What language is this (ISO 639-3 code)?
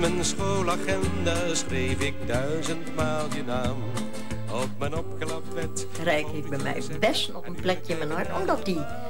nld